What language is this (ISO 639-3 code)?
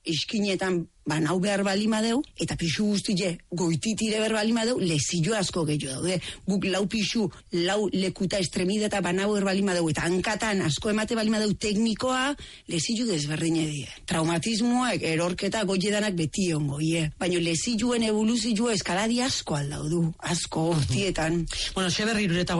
eus